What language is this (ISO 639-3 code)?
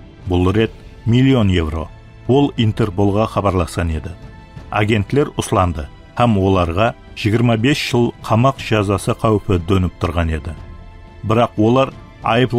kaa